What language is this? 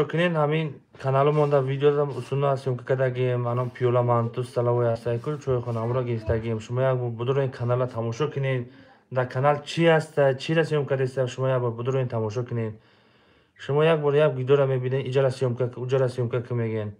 Tajik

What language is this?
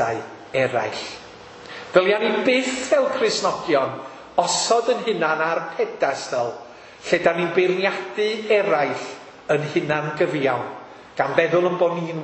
Welsh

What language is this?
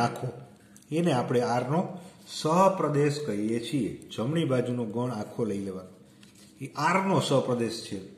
Gujarati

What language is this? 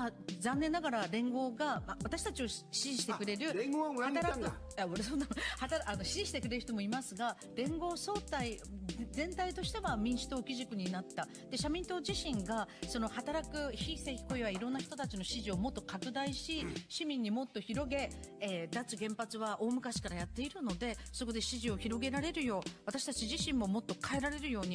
Japanese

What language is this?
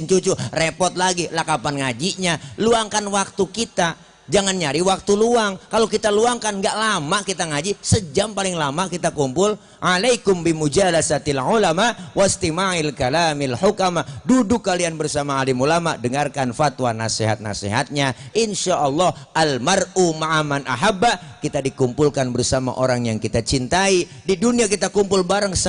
Betawi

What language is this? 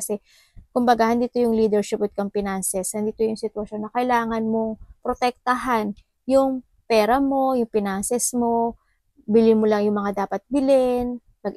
Filipino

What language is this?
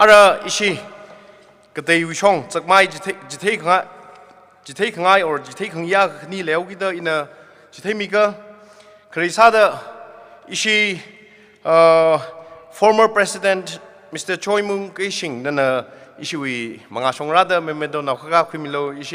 Tangkhul Naga (India)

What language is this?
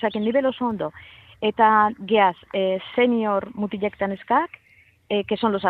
Basque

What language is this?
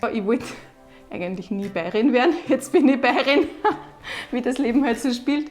Bavarian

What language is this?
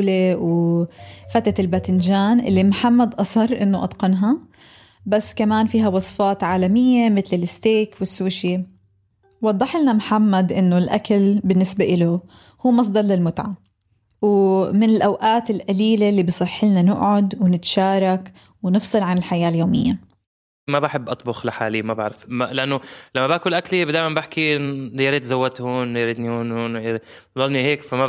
North Levantine Arabic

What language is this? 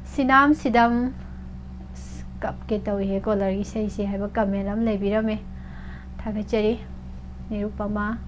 Manipuri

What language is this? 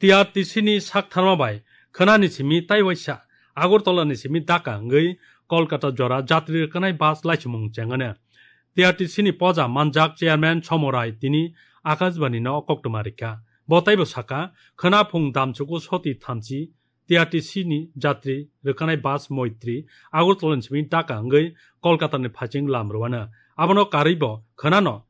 Kok Borok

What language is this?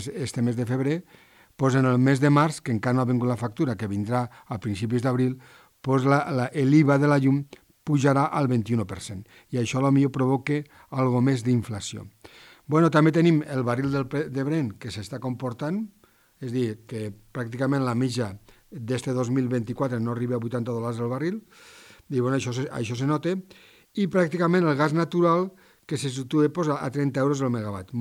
Catalan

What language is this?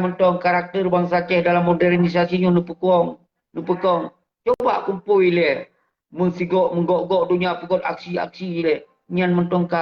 Achinese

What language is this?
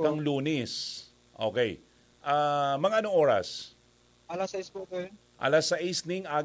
Bikol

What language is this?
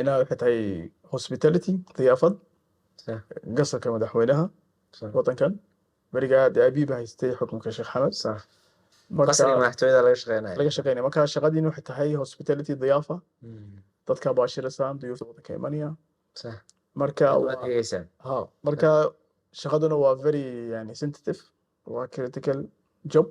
Somali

